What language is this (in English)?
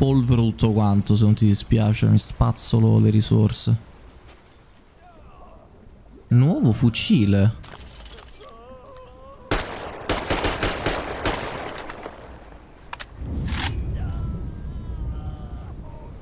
Italian